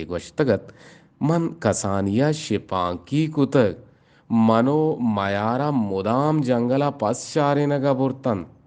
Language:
Eastern Balochi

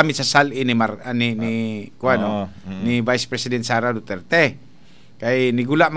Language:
Cebuano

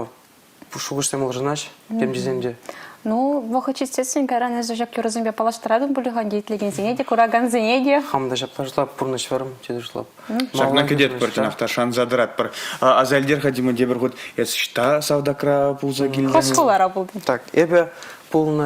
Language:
Chuvash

